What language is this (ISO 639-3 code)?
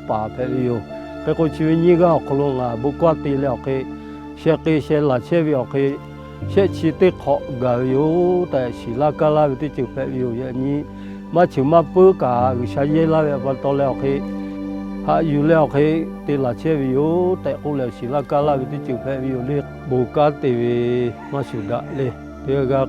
lhu